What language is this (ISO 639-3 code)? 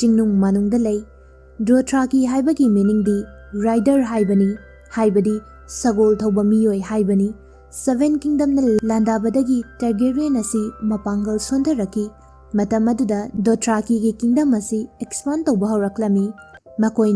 mni